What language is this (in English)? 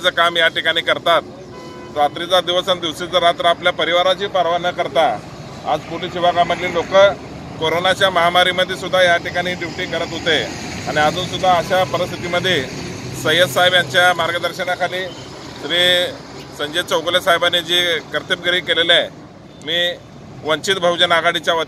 Marathi